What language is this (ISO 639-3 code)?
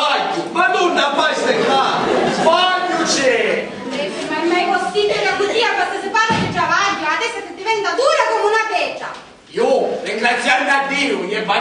scn